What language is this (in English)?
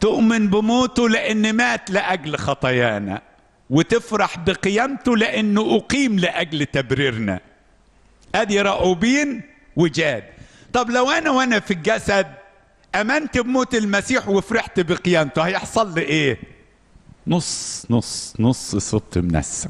Egyptian Arabic